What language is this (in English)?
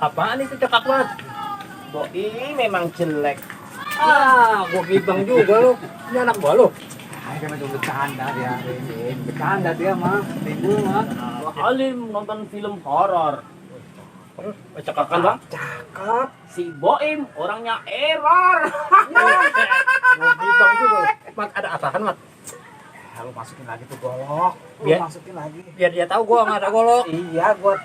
Betawi